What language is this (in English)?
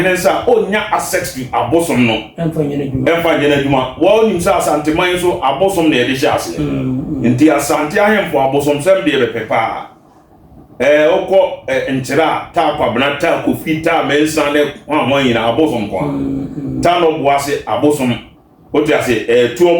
Akan